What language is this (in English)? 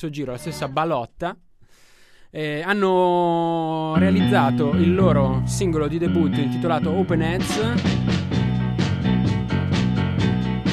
Italian